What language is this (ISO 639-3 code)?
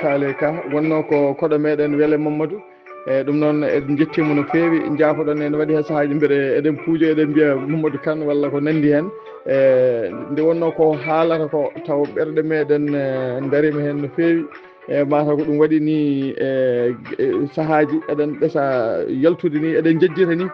ful